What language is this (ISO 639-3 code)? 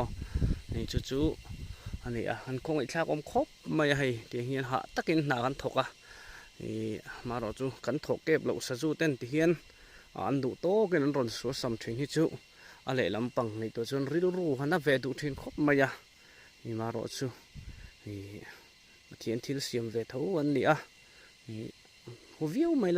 lus